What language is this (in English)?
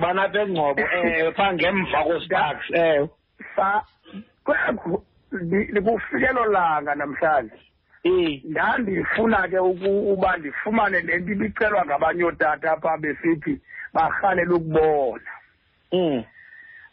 Xhosa